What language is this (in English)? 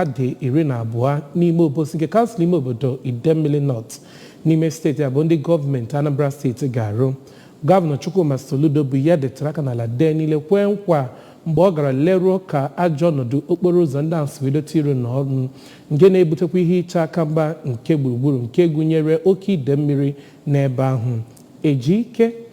Igbo